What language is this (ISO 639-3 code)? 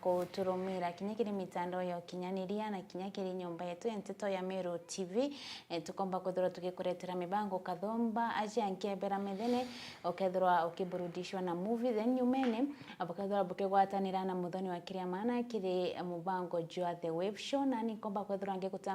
mer